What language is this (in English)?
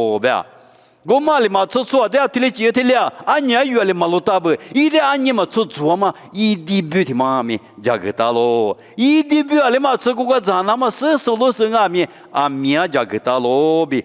Lisu